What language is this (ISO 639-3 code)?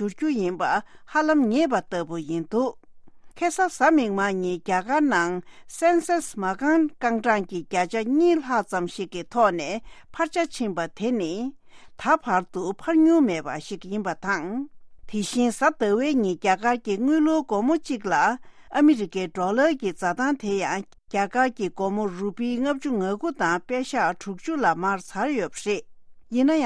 bod